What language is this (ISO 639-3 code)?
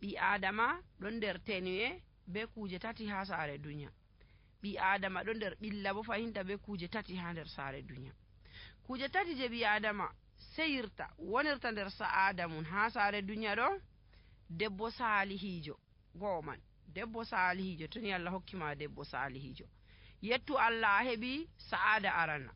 fuv